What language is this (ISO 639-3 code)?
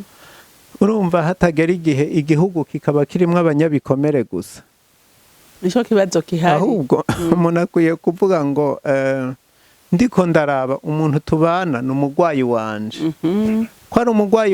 run